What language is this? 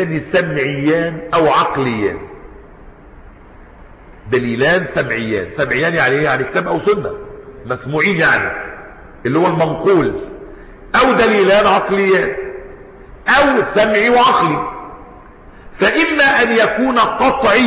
Arabic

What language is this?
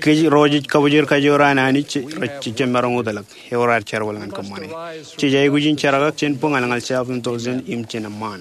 Marshallese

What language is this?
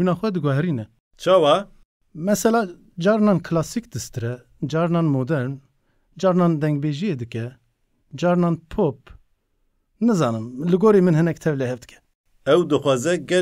Kurdish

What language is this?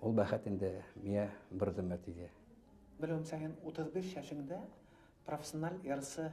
Bashkir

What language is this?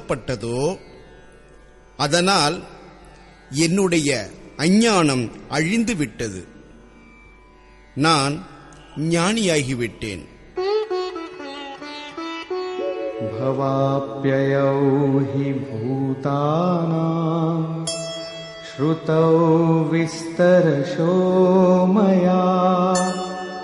Tamil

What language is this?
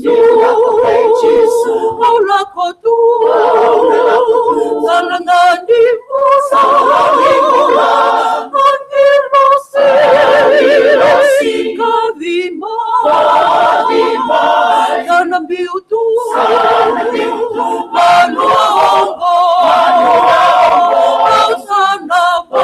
Fijian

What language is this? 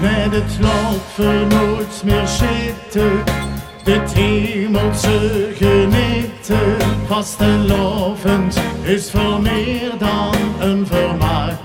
Limburgish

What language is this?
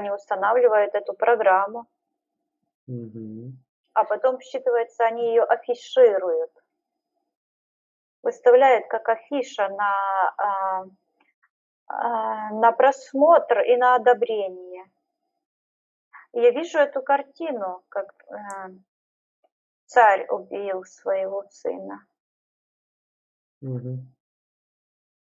Russian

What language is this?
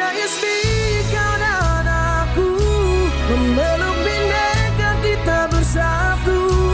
Banjar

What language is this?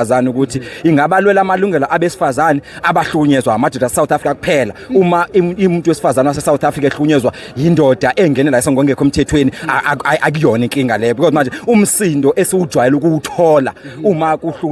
Zulu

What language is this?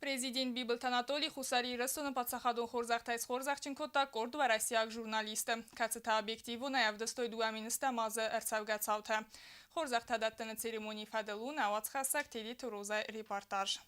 Ossetic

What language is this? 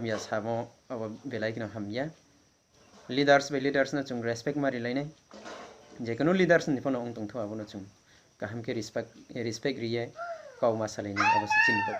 Riang (India)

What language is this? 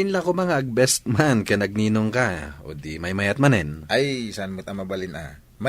Iloko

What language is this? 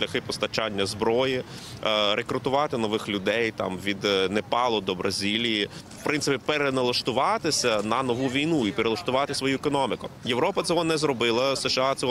Ukrainian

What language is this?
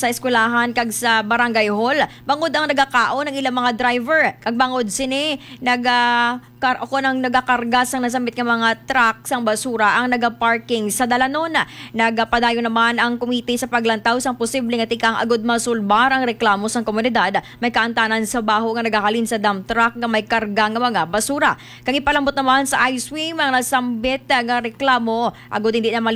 Hiligaynon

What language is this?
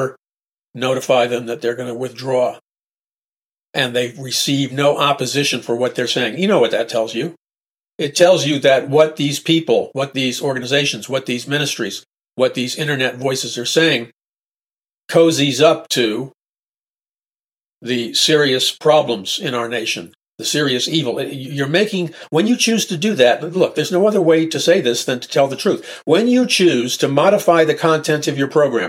English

